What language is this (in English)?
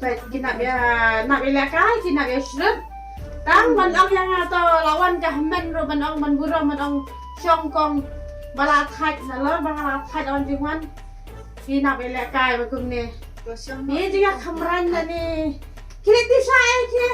Khasi